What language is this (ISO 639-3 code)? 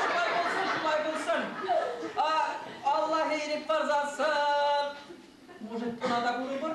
chv